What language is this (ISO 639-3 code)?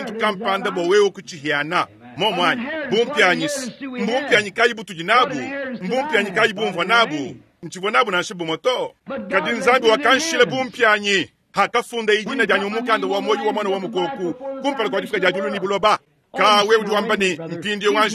lua